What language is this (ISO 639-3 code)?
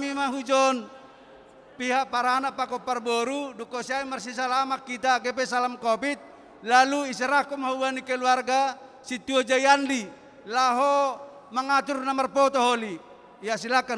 bts